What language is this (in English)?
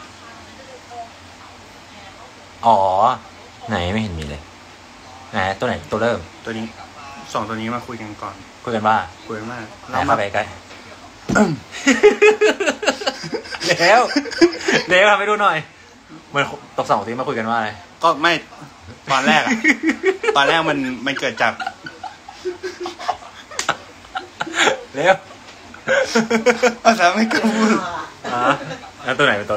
Thai